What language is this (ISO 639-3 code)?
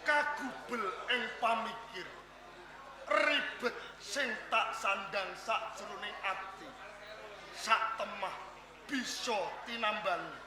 jav